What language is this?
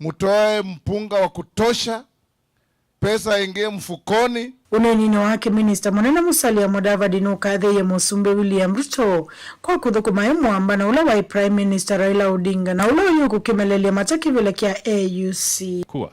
Kamba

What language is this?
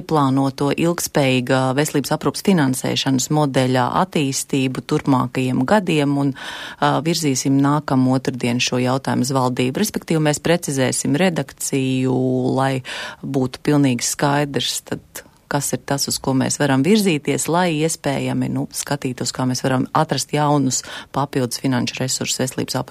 Latvian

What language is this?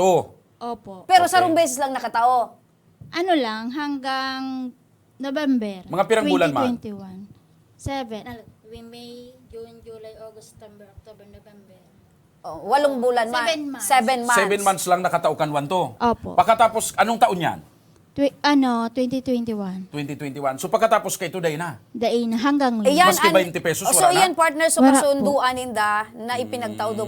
Bikol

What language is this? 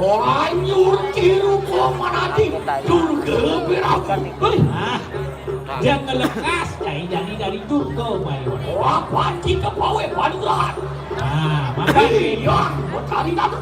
Balinese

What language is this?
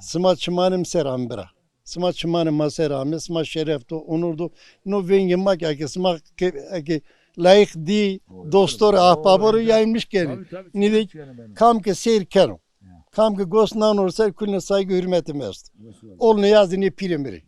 Zaza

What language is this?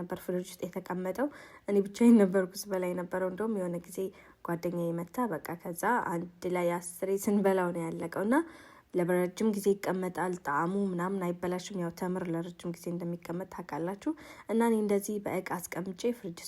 Amharic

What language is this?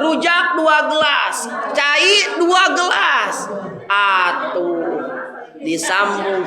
Sundanese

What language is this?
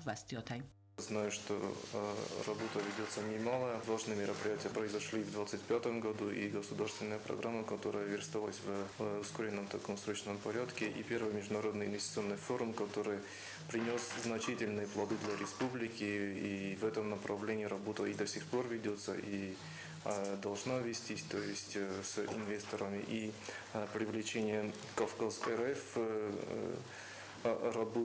Ossetic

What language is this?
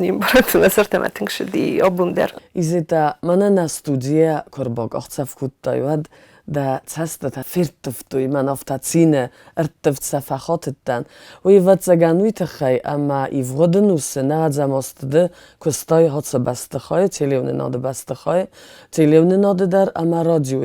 Ossetic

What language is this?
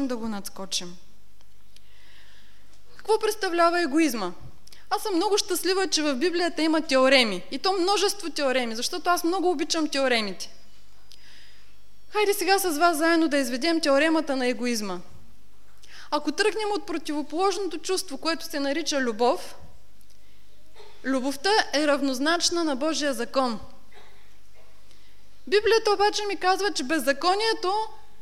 Bulgarian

